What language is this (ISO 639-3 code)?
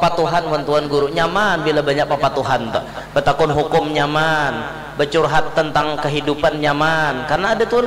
bjn